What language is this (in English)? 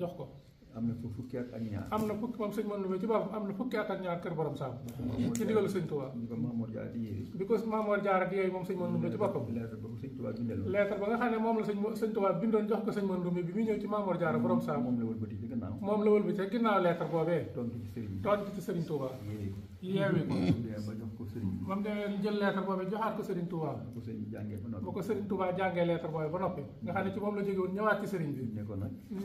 Wolof